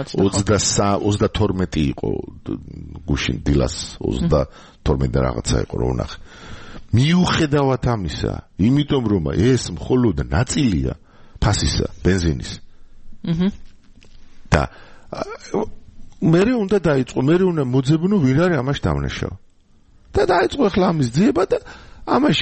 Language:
Georgian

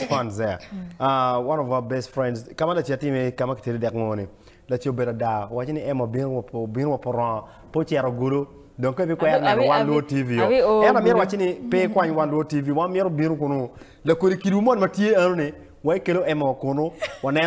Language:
Acoli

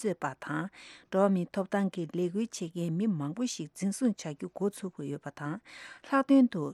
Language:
Tibetan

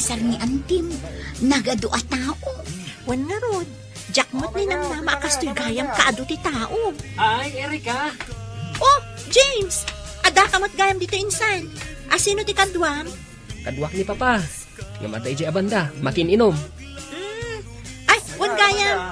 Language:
Iloko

